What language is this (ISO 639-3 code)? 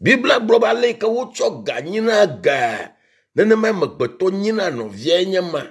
ewe